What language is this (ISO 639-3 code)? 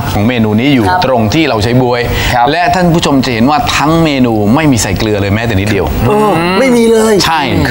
tha